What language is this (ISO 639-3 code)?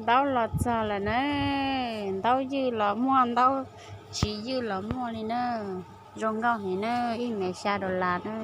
hmn